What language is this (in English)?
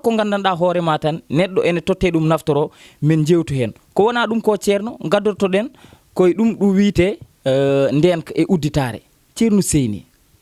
Fula